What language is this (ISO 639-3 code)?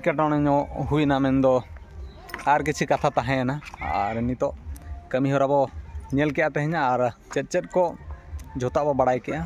sat